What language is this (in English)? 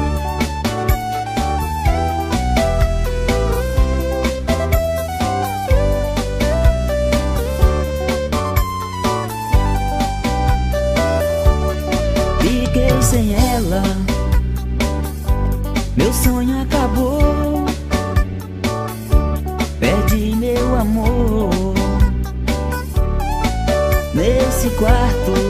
Portuguese